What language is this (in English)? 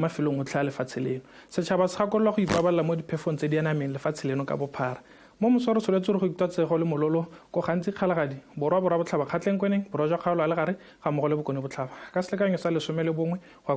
Tswana